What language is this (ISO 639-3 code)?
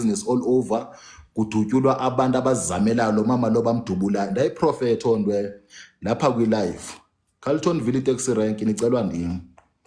zul